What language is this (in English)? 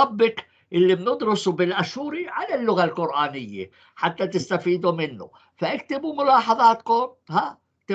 North Levantine Arabic